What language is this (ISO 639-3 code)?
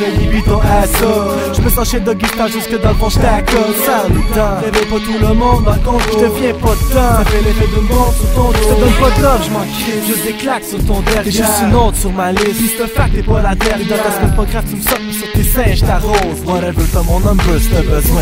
fra